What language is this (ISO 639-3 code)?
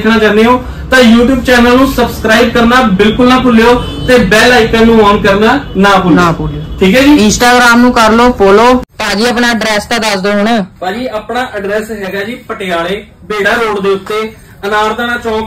pan